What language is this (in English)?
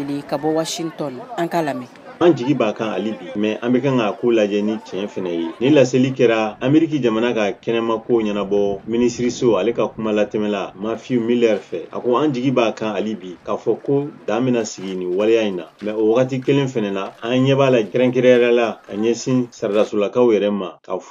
Bambara